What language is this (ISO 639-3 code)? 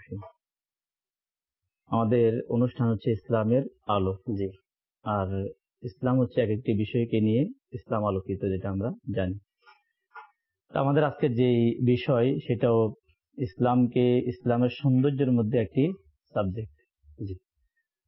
ben